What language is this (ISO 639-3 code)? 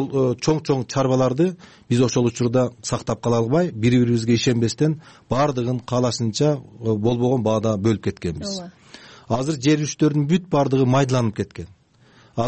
kir